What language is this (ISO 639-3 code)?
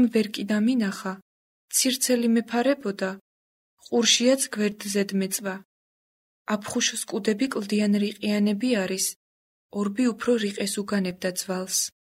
kat